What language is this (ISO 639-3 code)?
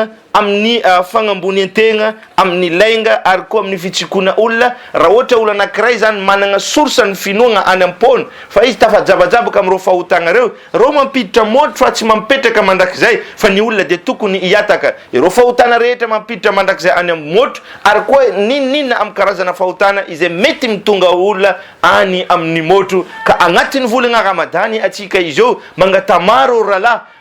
mlg